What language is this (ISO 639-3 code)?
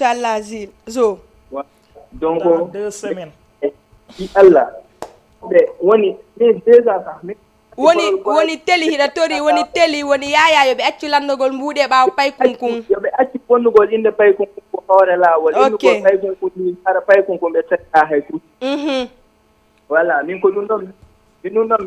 ful